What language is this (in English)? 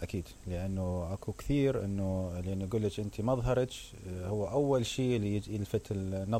Mesopotamian Arabic